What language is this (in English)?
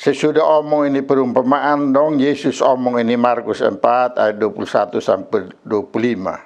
Kupang Malay